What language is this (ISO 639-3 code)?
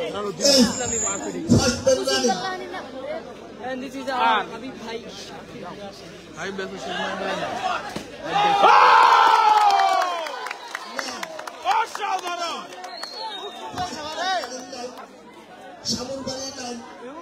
ben